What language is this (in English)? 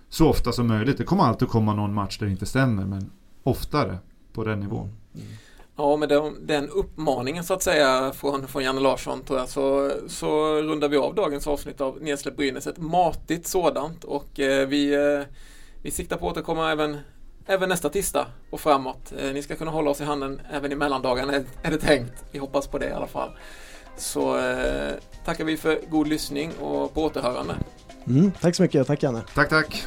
Swedish